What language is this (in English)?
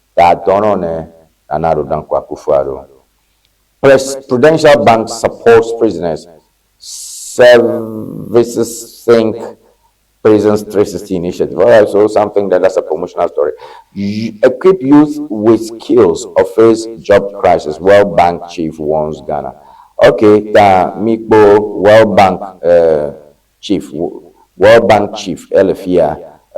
Ewe